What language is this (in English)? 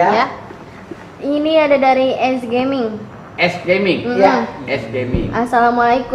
Betawi